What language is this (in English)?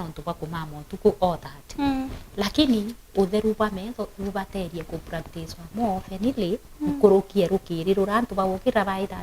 Meru